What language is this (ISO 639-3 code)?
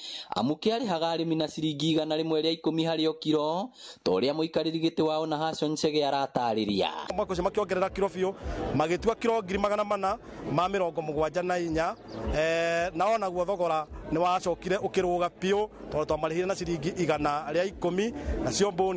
kik